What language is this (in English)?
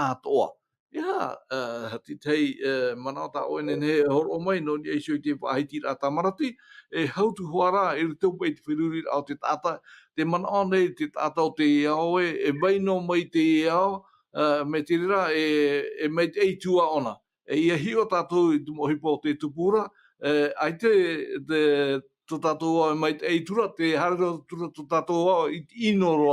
Tahitian